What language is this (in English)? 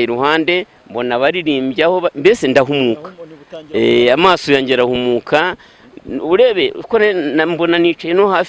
Kinyarwanda